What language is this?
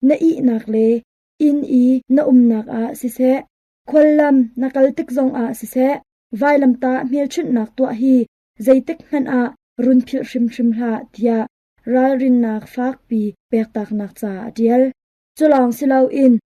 Hakha Chin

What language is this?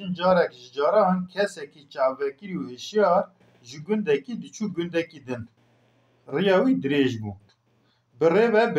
Kurdish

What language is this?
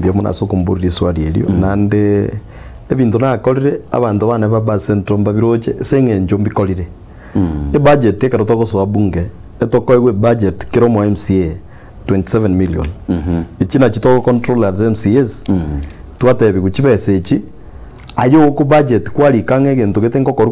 Gusii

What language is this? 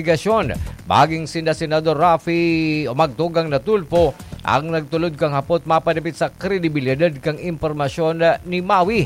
Bikol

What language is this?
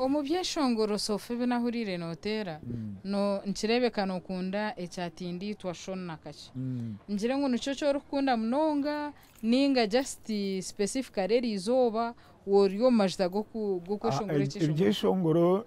Nyankole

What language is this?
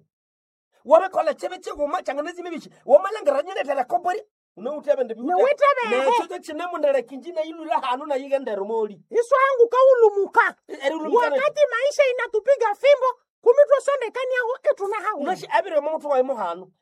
Nande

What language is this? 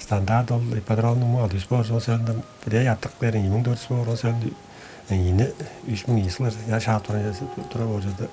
Tuvinian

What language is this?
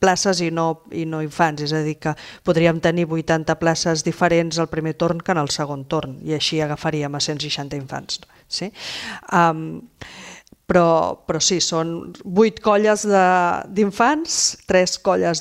Catalan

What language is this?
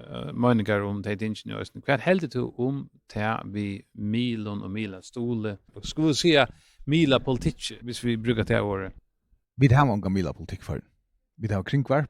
Faroese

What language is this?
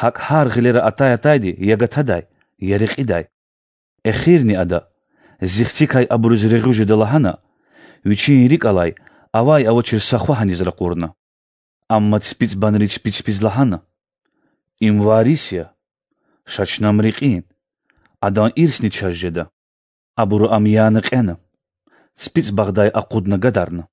Lezghian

